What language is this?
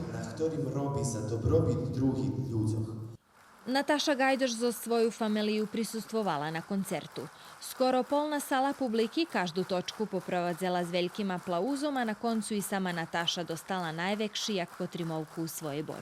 Rusyn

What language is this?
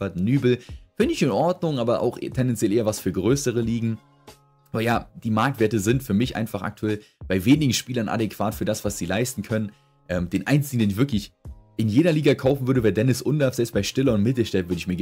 German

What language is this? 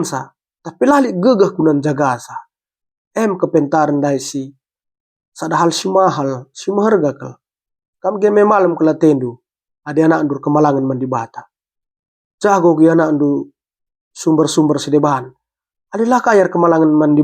Batak Karo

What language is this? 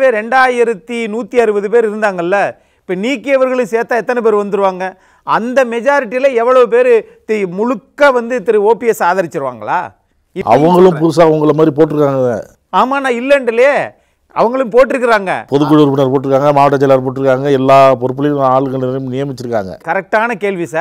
Tamil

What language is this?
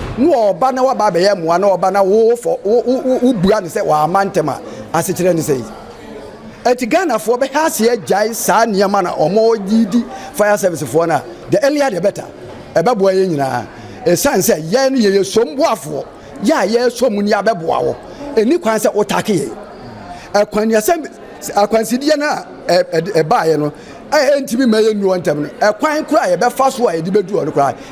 Akan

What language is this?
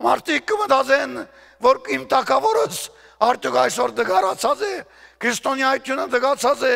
Western Armenian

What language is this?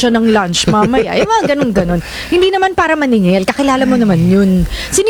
Filipino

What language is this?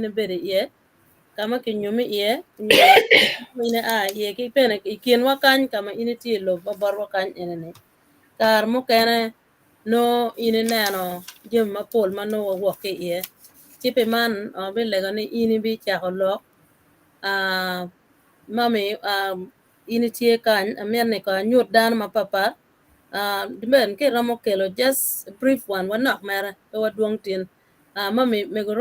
Acoli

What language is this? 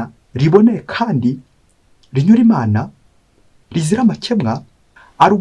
Kinyarwanda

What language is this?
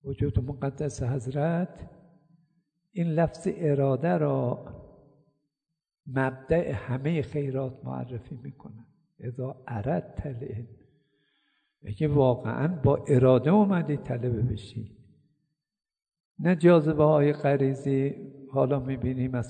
Persian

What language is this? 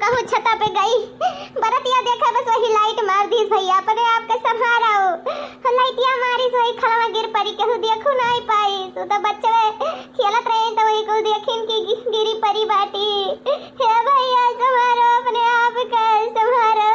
Awadhi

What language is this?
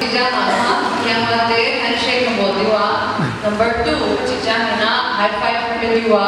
Paite Chin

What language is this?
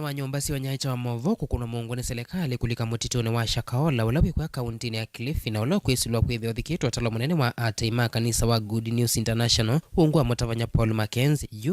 Kamba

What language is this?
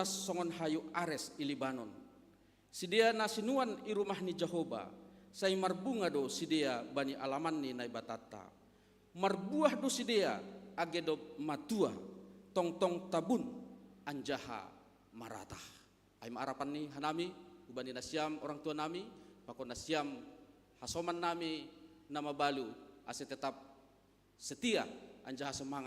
Batak Simalungun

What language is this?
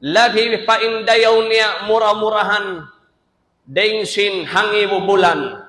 Tausug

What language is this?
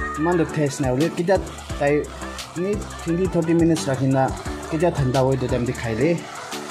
Naga Pidgin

